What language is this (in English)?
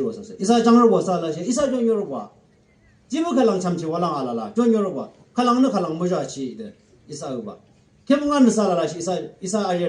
Yimchungru Naga